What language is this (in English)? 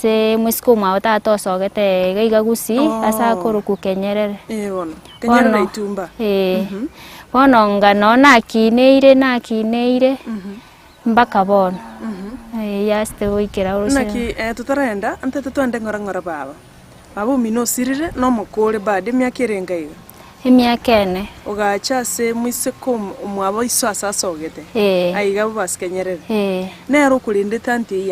Gusii